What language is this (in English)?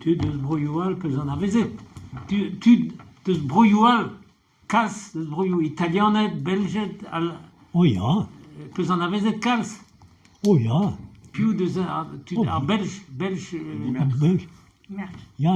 Breton